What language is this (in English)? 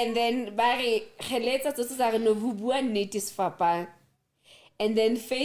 Southern Sotho